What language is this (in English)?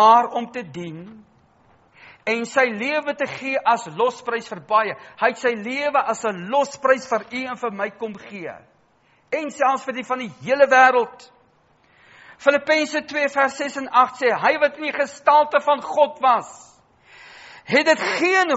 Afrikaans